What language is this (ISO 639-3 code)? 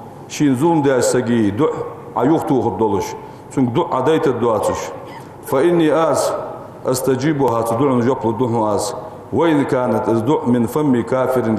inh